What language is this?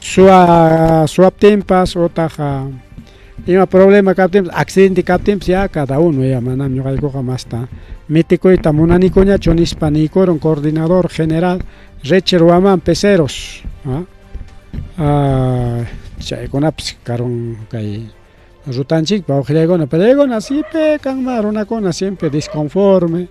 Ayacucho Quechua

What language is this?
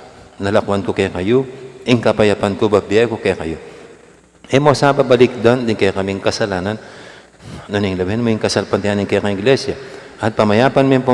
Pampanga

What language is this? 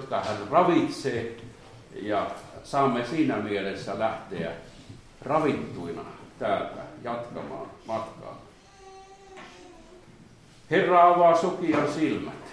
Finnish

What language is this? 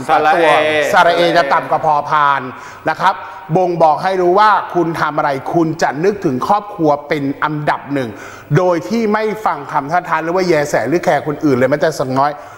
Thai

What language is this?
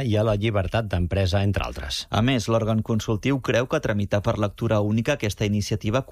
Catalan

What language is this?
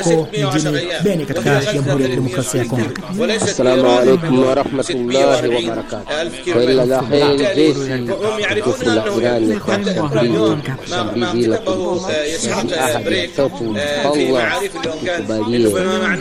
Swahili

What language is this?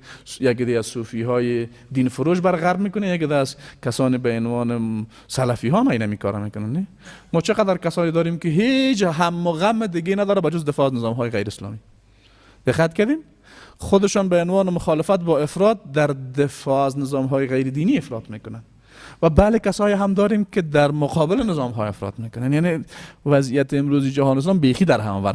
Persian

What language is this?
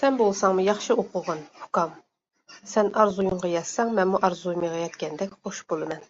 Uyghur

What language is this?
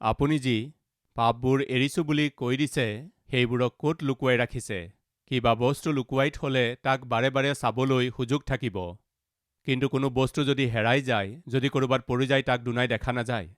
Assamese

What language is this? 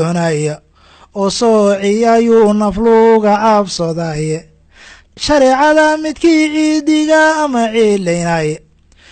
Somali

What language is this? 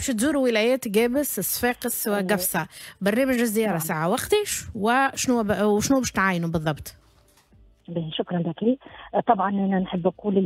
Tunisian Arabic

